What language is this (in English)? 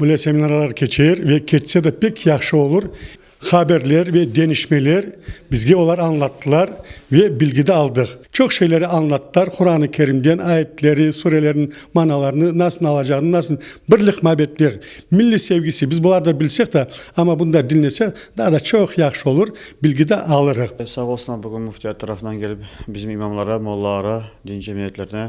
Crimean Tatar